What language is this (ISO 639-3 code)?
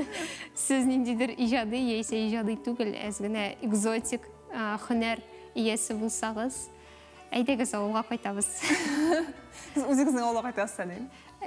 tat